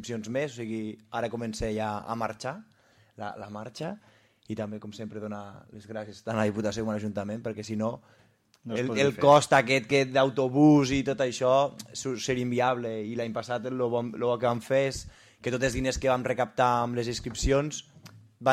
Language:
Catalan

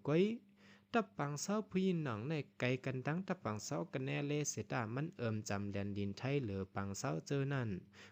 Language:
Shan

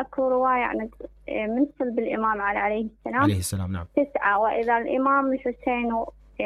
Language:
Mesopotamian Arabic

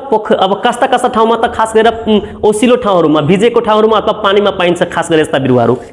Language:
Nepali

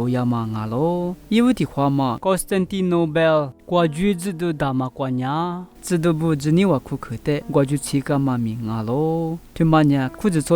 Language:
Lisu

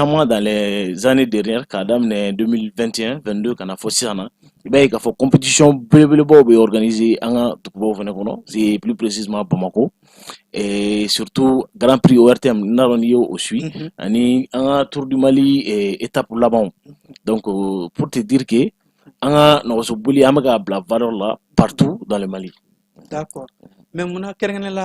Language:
Bambara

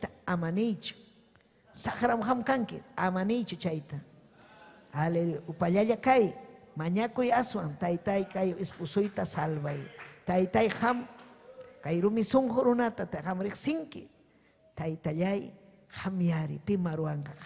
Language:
Ayacucho Quechua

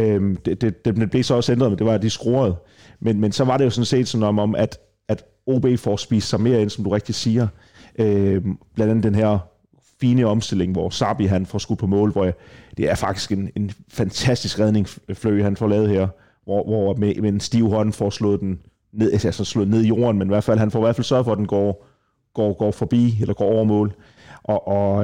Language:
Danish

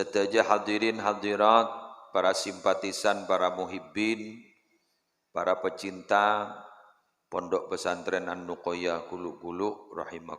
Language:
Madurese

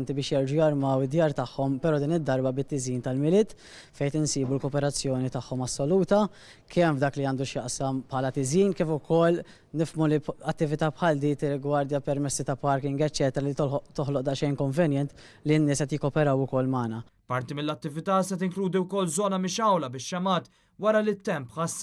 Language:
Maltese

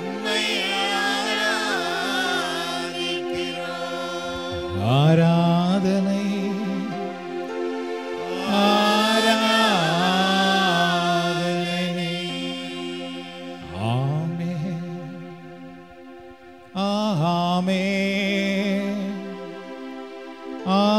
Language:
Tamil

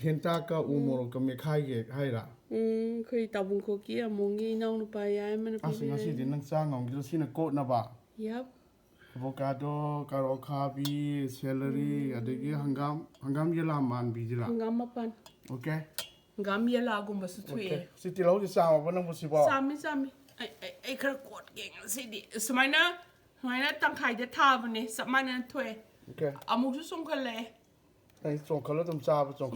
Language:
Manipuri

